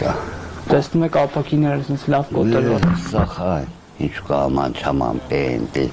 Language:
Armenian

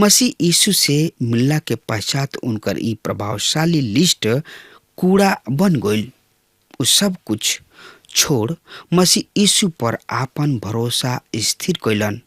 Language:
Bhojpuri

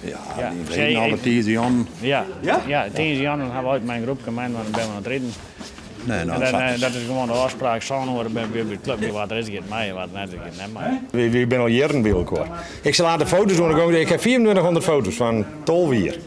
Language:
Western Frisian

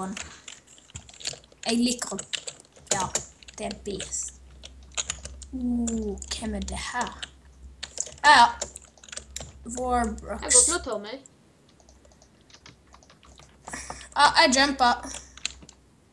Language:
Norwegian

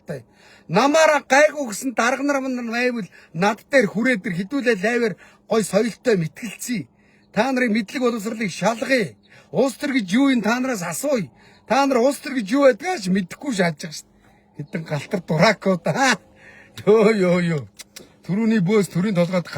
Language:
Mongolian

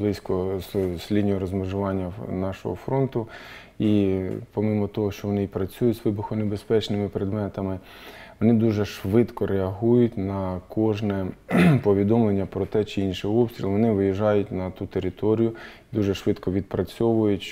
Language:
Ukrainian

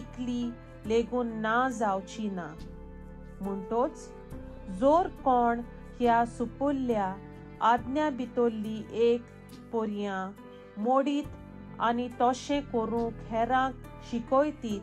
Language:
Konkani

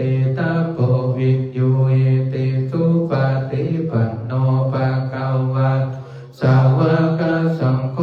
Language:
Pali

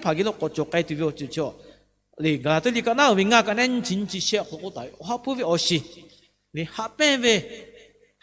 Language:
Lahu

